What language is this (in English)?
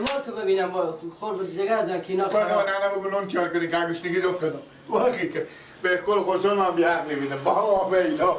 Persian